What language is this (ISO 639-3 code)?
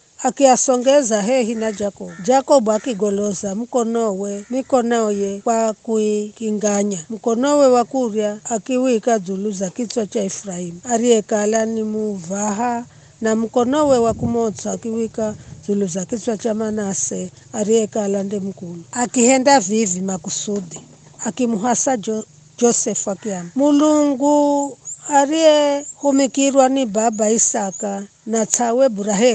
nyf